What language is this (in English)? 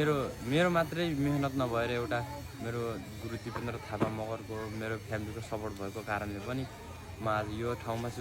Nepali